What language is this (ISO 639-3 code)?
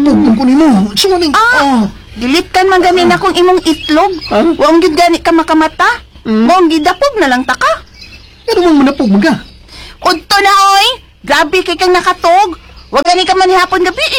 ceb